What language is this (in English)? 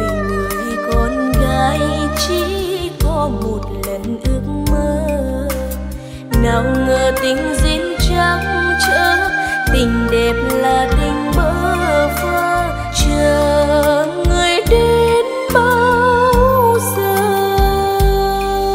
Vietnamese